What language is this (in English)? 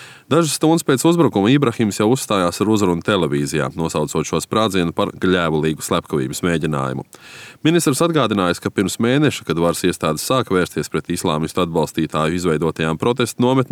Latvian